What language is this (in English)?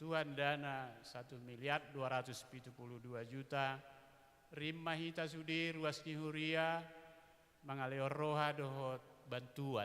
Batak Toba